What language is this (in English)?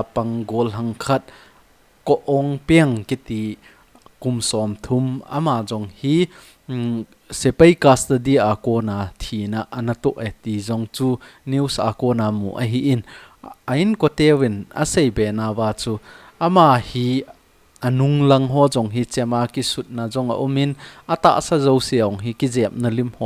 Thado Chin